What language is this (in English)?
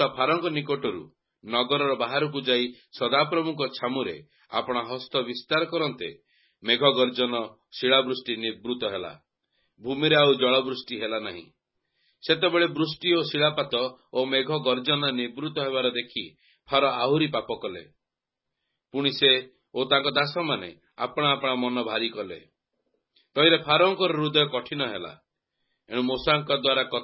Odia